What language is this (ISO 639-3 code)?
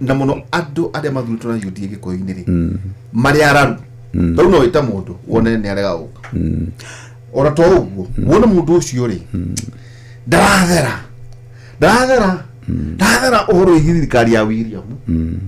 kik